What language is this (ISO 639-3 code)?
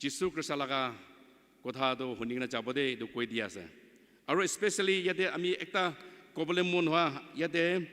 nag